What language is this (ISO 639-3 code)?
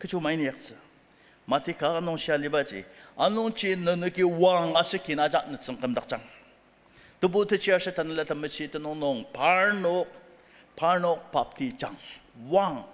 njo